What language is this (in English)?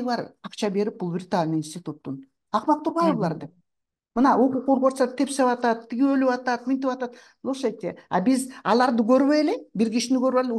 Kyrgyz